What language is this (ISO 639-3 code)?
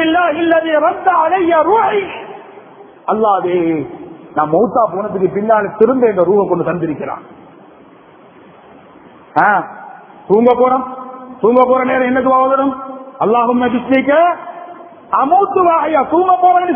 tam